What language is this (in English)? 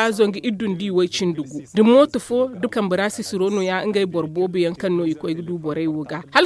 Zarma